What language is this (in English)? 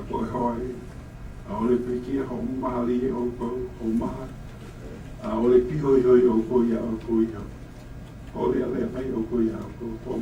Hawaiian